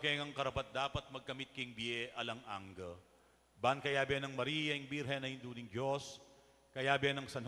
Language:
Pampanga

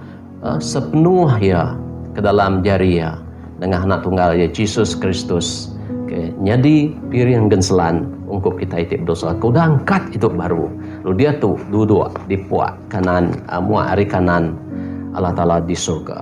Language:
Iban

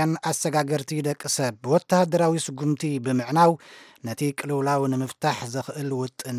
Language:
Tigrinya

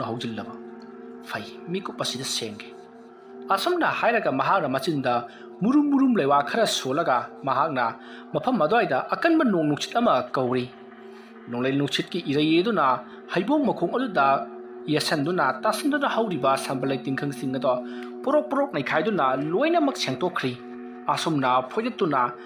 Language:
Manipuri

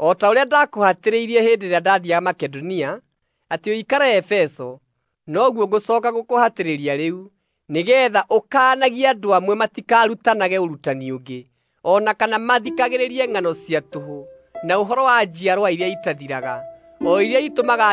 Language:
Kikuyu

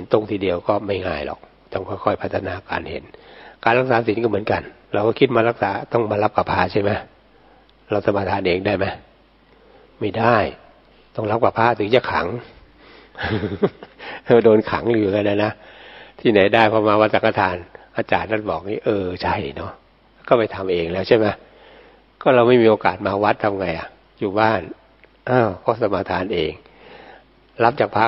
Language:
Thai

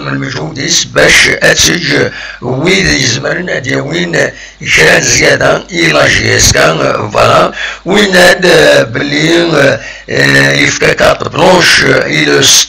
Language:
Kabyle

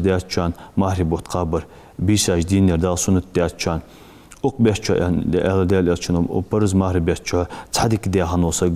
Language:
Ingush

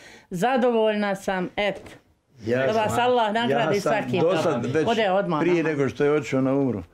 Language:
Bosnian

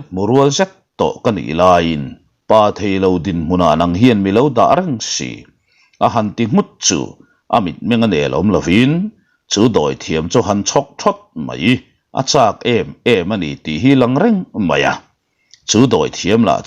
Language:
Mizo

